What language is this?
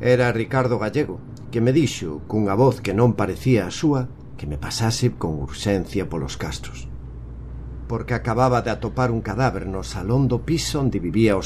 Galician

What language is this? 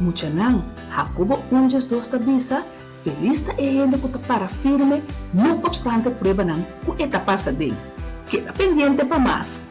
Papiamento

